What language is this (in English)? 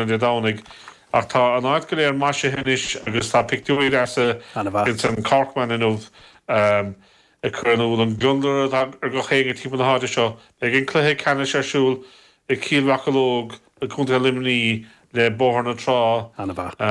Irish